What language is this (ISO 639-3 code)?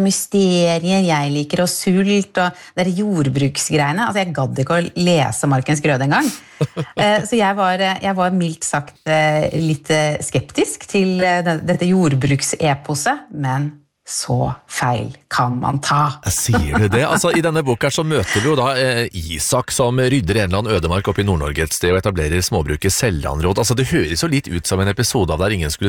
nor